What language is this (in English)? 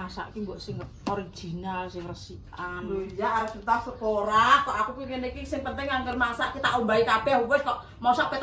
Javanese